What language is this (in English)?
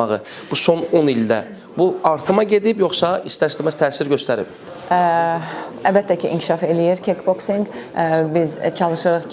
Azerbaijani